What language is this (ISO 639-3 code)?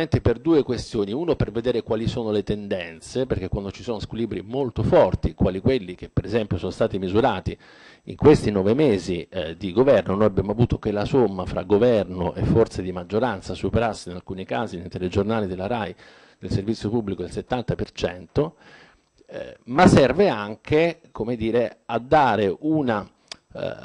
ita